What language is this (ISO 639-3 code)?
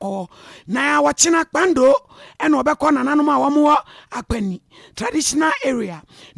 aka